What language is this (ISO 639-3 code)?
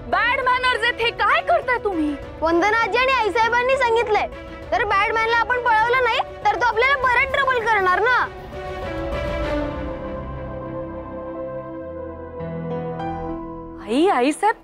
mar